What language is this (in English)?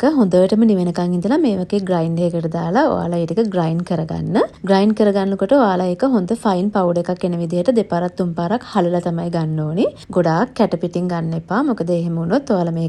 Sinhala